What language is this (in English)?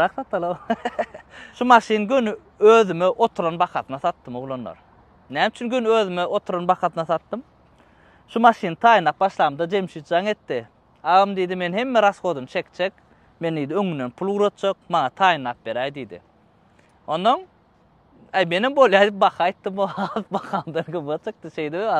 Turkmen